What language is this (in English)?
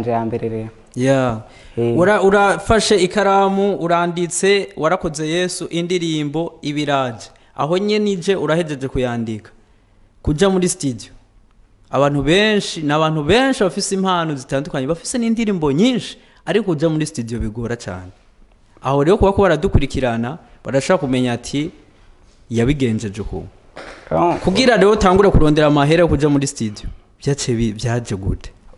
Rundi